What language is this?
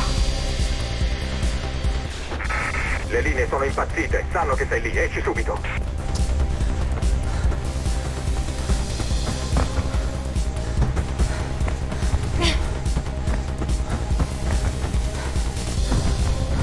Italian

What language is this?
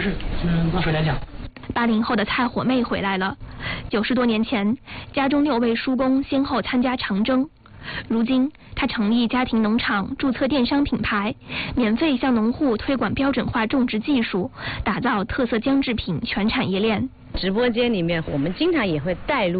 Chinese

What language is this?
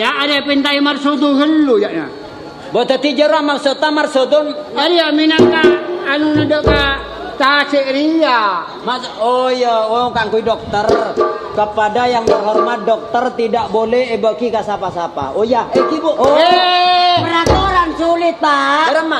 Madurese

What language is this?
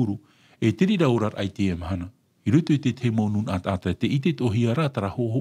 Tahitian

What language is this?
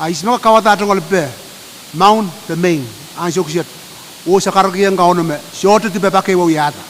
Pohnpeian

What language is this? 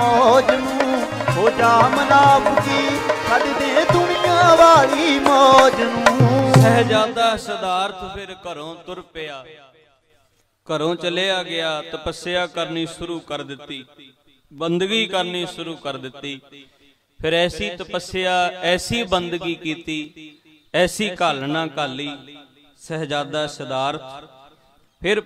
Punjabi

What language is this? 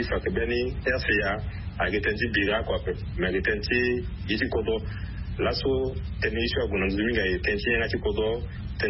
Sango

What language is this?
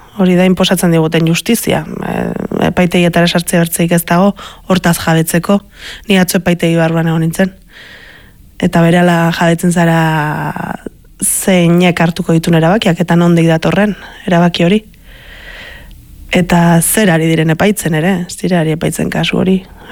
Basque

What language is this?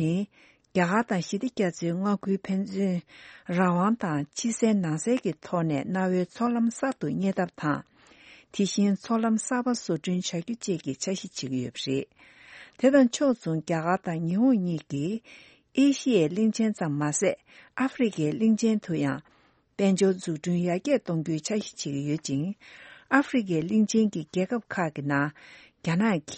Tibetan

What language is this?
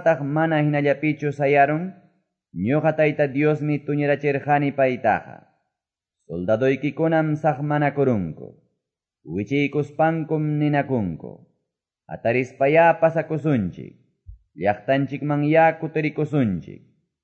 Quechua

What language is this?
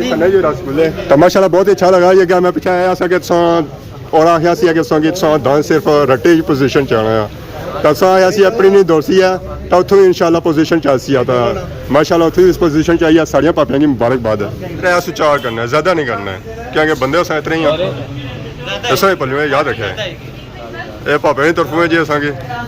Pahari-Potwari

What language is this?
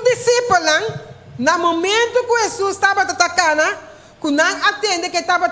Papiamento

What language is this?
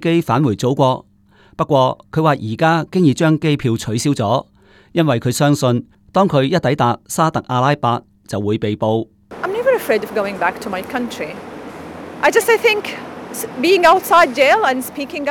Cantonese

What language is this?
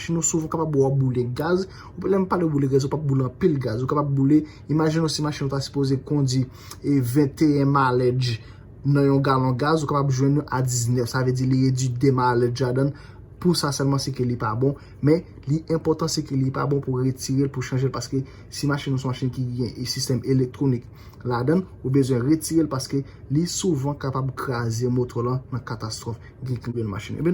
Haitian Creole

